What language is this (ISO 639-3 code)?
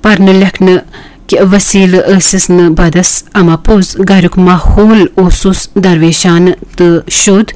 kas